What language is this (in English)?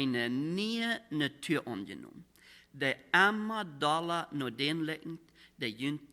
Plautdietsch